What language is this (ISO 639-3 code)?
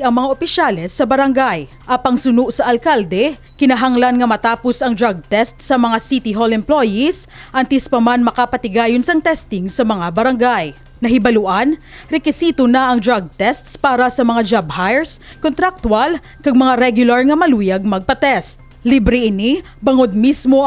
hil